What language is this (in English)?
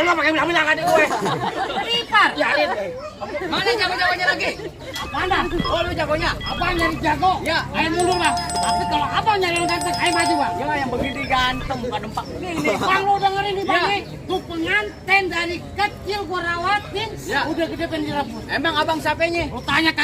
Betawi